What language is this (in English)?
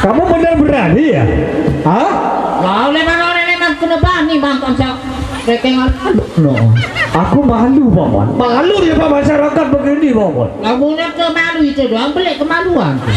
Sasak